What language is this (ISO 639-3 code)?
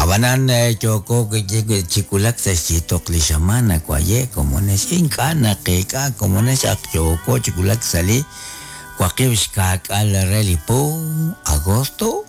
kek